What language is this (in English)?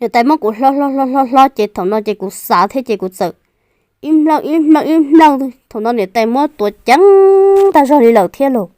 Hmong